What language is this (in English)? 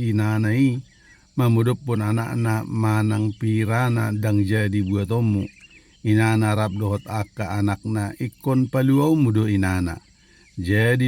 Batak Toba